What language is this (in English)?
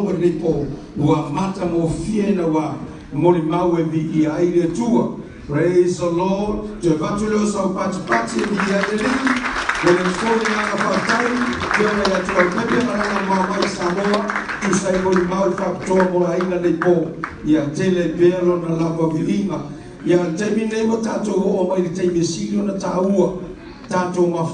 Samoan